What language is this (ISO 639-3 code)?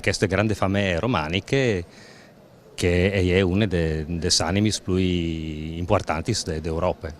fur